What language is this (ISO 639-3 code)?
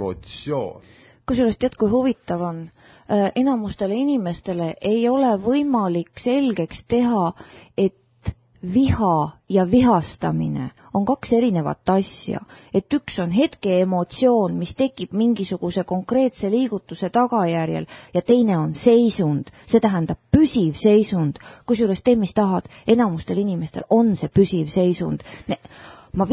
est